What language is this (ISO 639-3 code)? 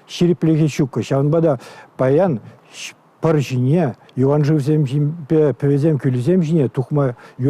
chv